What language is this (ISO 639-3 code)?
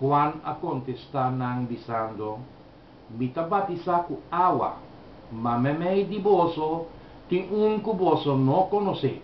pap